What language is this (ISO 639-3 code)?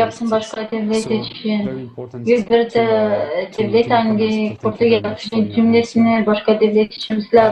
gag